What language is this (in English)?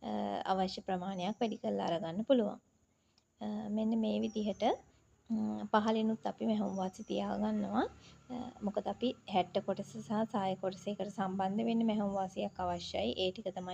Sinhala